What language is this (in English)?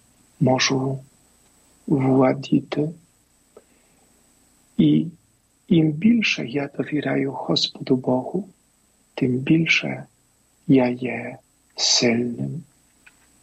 Ukrainian